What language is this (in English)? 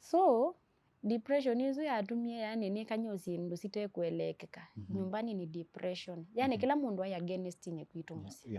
Kamba